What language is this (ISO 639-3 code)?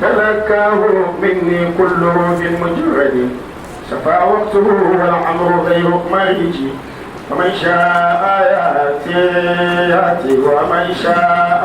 dag